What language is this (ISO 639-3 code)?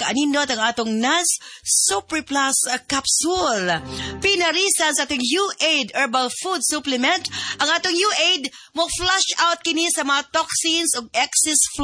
ceb